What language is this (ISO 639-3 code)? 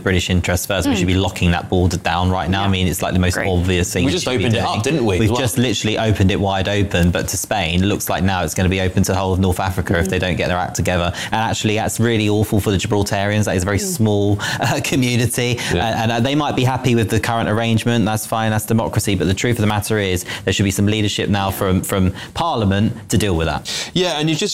eng